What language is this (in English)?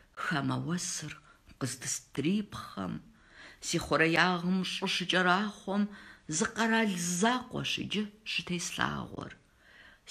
Kabardian